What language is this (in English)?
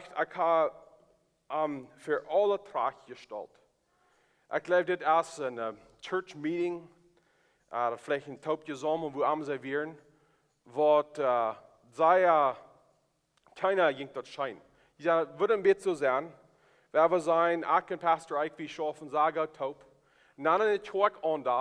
Plautdietsch